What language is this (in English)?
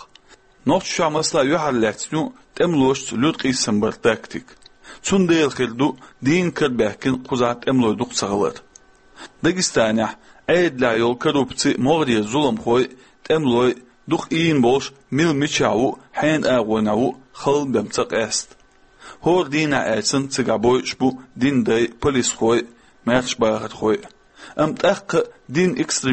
Chechen